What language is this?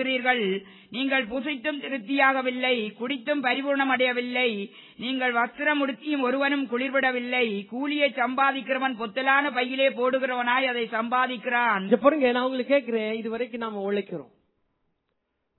Tamil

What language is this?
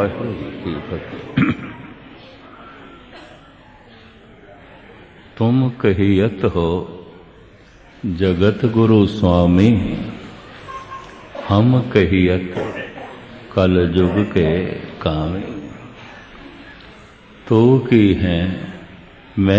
Punjabi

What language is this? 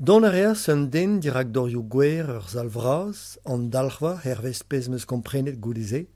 Breton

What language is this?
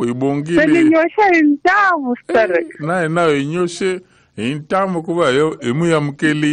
Tsonga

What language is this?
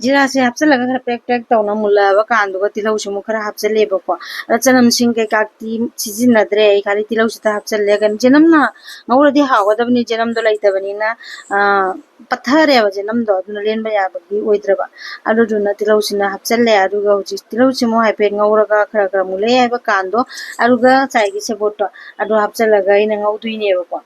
Manipuri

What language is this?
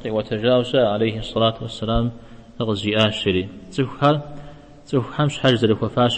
Kabardian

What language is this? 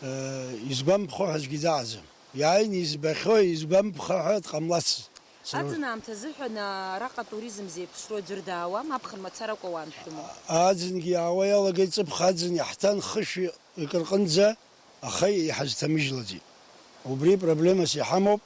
Abkhazian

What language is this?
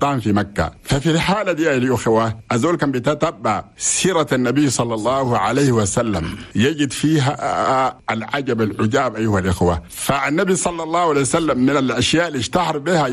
Chadian Arabic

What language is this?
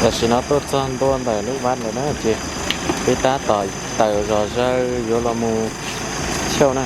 Hmong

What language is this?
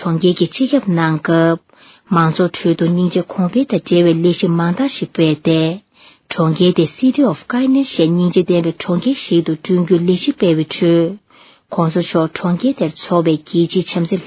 Tibetan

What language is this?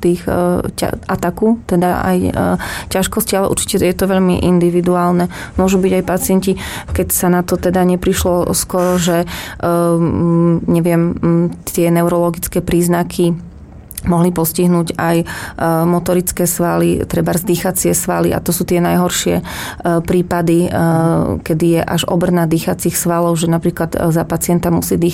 Slovak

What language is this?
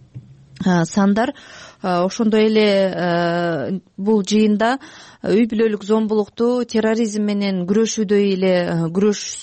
Kyrgyz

